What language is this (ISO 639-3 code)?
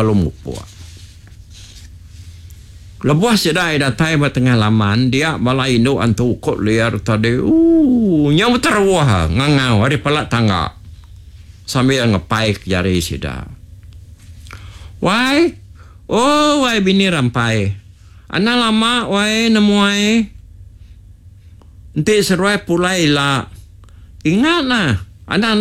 iba